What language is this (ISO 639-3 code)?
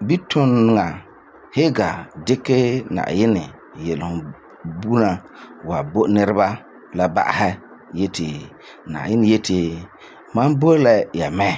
gur